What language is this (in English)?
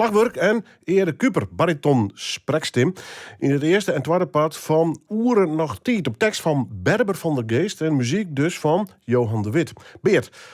Western Frisian